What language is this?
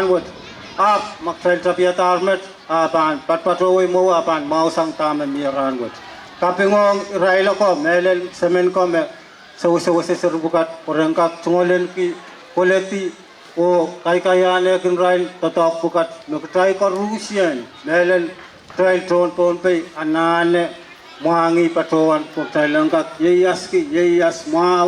Pohnpeian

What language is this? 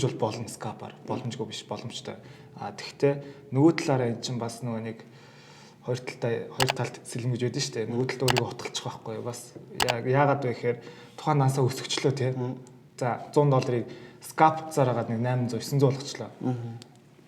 Mongolian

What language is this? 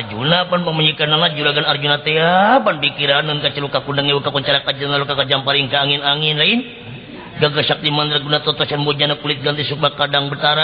Sundanese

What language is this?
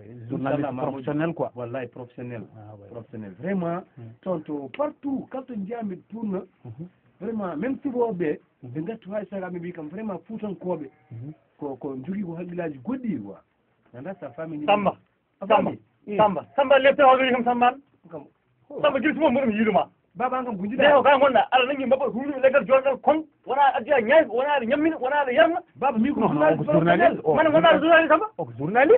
Fula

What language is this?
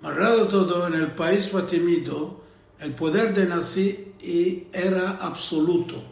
Ladino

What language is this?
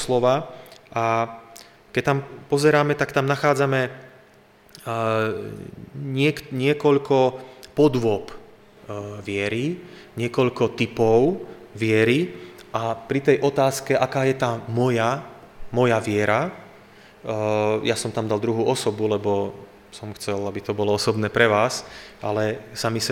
Slovak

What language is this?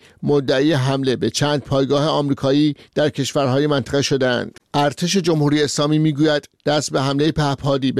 Persian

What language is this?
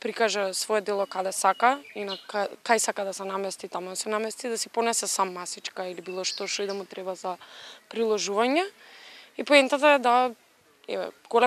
Macedonian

